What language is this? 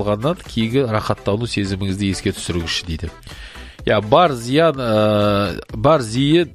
Kazakh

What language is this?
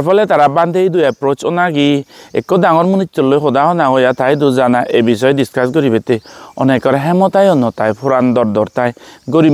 Chakma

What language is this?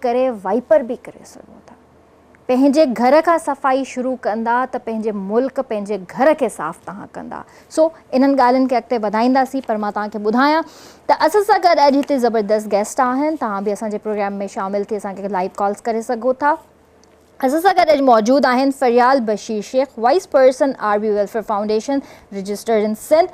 Sindhi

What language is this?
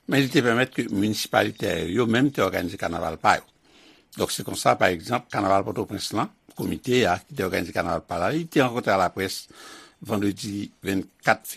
Haitian Creole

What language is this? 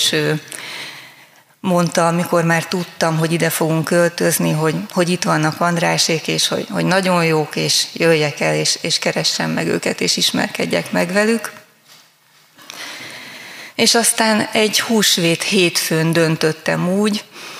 Hungarian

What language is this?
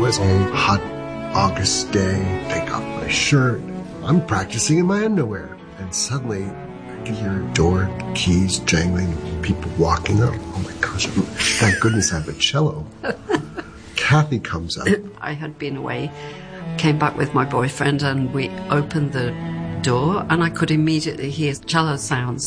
English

